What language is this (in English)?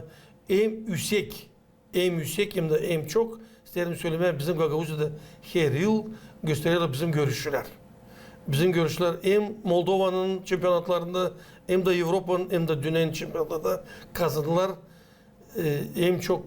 Gagauz